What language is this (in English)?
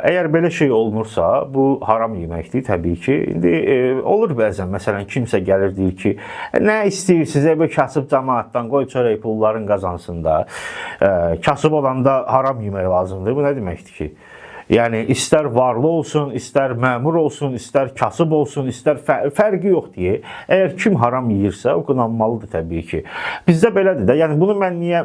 Azerbaijani